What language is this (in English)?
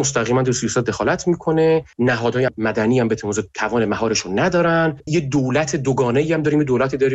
Persian